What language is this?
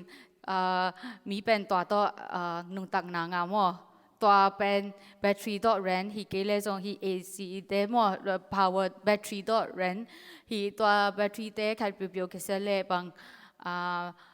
Tedim Chin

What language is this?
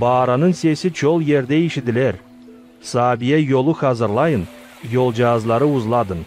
Gagauz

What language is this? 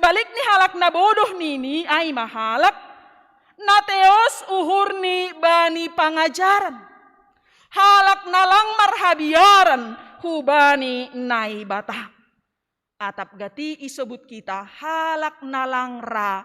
Batak Simalungun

